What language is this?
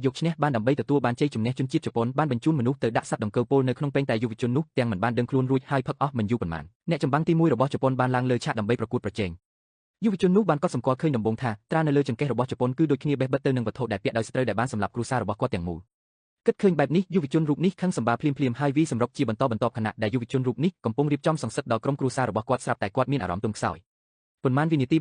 Khmer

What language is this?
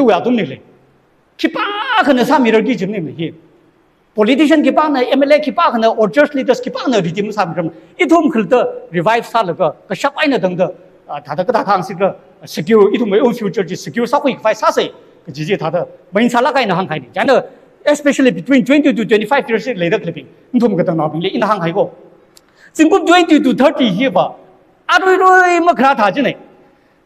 Tangkhul Naga (India)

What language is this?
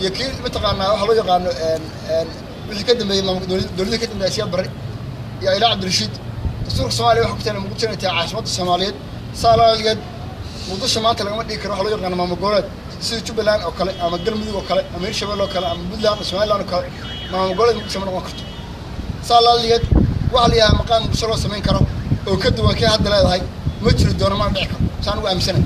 Somali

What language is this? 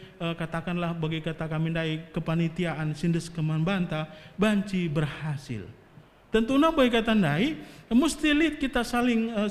Batak Karo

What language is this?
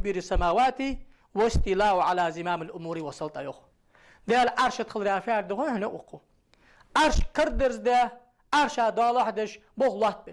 Ingush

